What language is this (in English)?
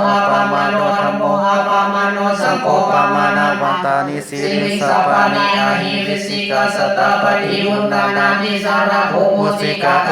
Pali